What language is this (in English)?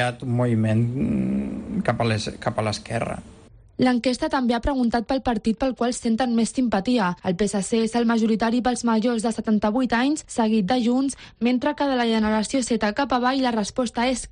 Catalan